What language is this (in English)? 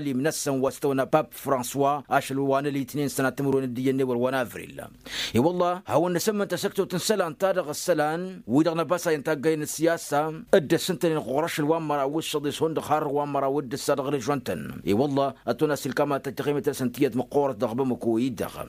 Tamasheq